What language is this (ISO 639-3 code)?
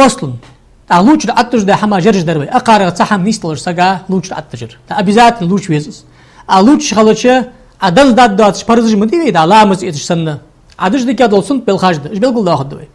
inh